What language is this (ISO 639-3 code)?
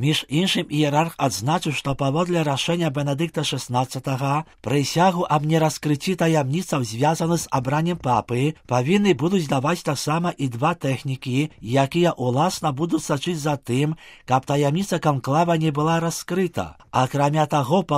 bel